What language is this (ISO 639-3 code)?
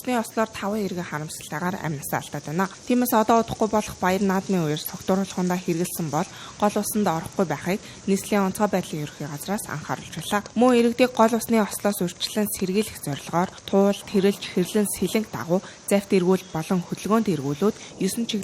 mon